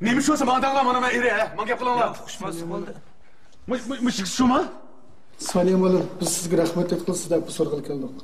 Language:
Uyghur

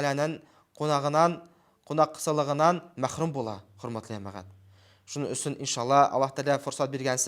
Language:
Bashkir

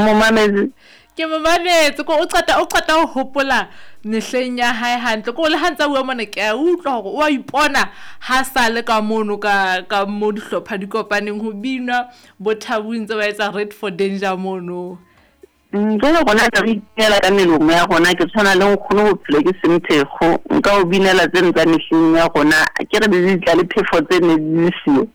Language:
Southern Sotho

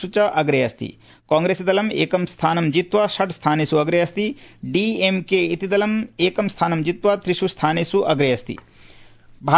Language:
Sanskrit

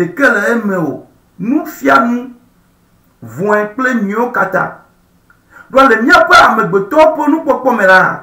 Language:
Ewe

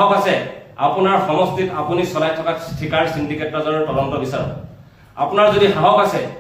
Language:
Assamese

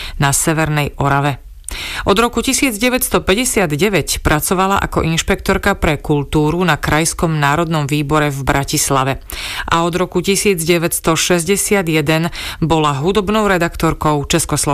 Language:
Slovak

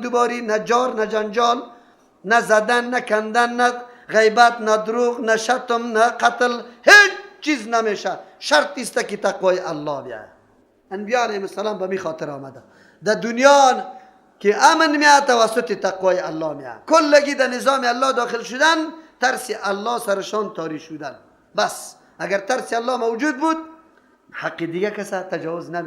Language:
Persian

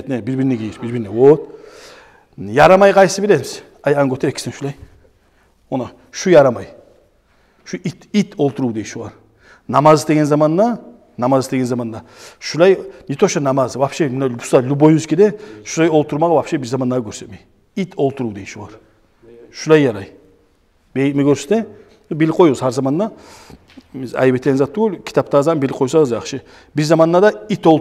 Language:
Kumyk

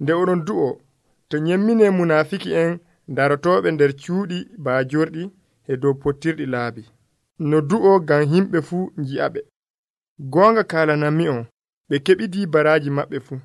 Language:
Nigerian Fulfulde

